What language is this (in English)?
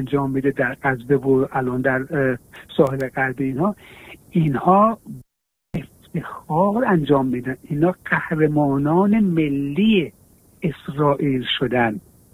Persian